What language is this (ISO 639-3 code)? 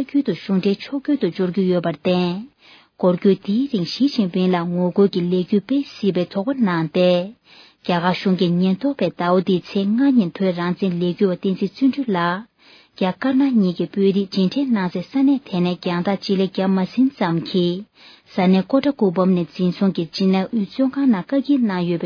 bod